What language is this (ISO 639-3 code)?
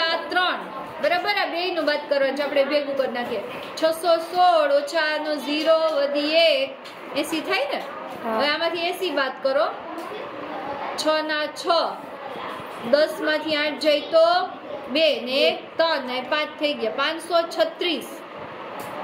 guj